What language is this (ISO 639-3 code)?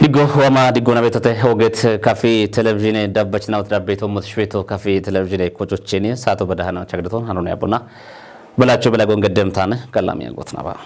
kbr